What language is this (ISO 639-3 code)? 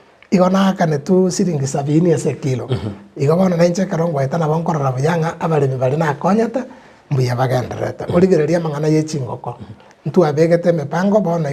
guz